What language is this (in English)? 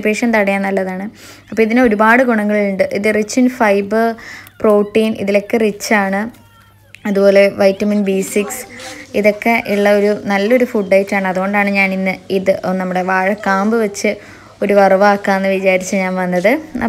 Malayalam